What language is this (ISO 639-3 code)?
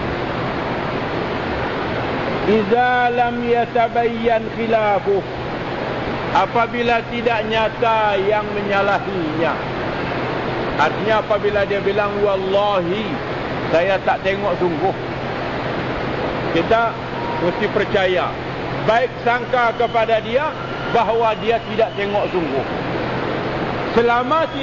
msa